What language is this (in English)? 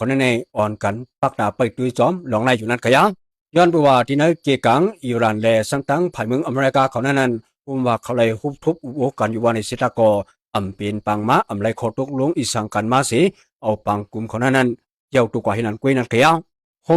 Shan